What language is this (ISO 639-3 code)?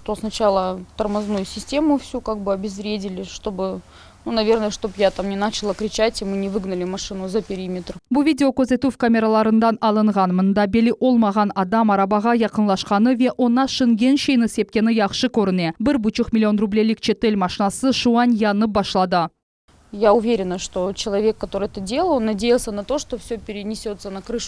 crh